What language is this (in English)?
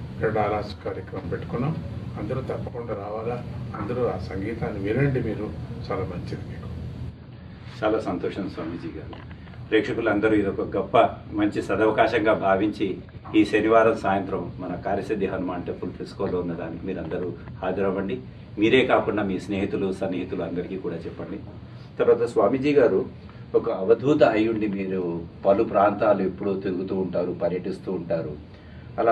Telugu